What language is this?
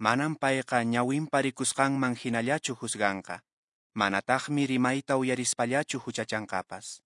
Quechua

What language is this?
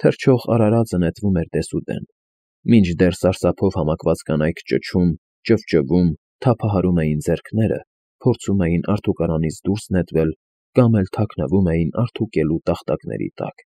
Armenian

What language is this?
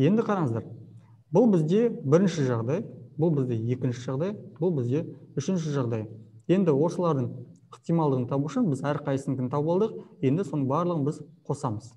Kazakh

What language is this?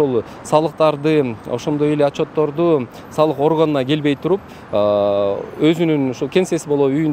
Kyrgyz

